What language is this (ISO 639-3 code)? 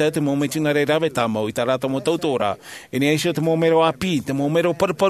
tah